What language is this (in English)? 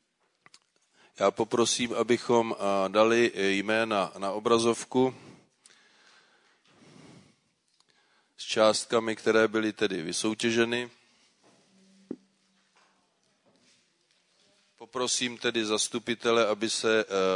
Czech